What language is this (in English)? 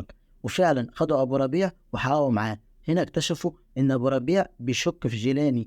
Egyptian Arabic